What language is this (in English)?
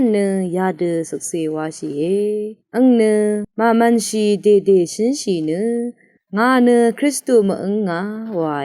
Rawang